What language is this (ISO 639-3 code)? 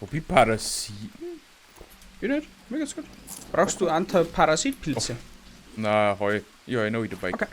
bar